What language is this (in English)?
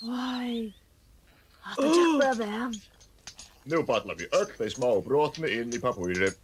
Faroese